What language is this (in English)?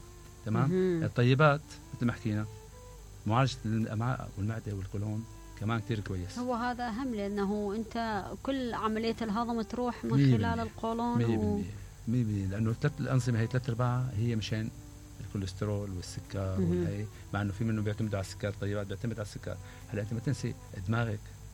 Mesopotamian Arabic